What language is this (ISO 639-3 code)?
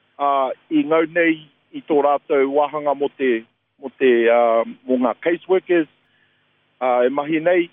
mri